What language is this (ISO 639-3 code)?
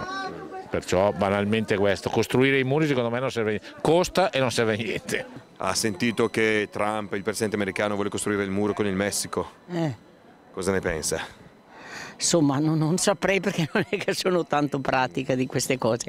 ita